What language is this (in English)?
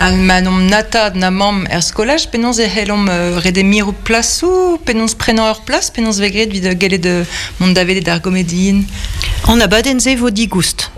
Breton